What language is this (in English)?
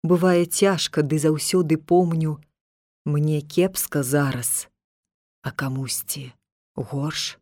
Belarusian